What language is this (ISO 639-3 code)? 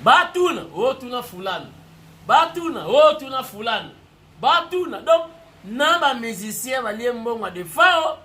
lin